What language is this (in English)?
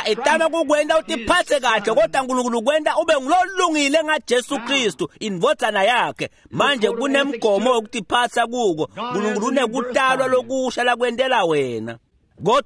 Swati